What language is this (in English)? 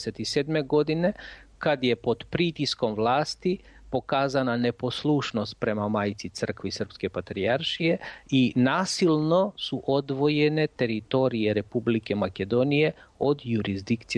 Serbian